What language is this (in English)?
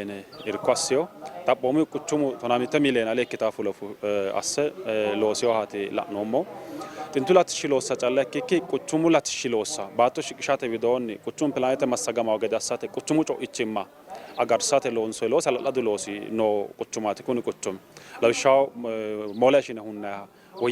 Sidamo